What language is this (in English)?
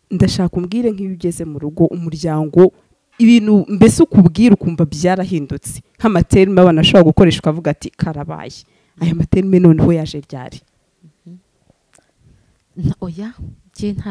Kinyarwanda